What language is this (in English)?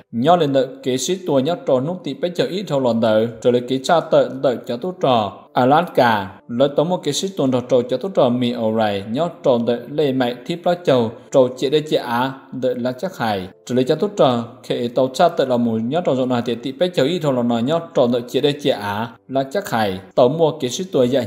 Hmong